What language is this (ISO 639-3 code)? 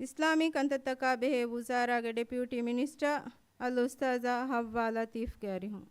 div